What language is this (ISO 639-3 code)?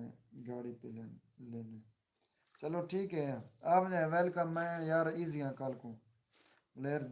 skr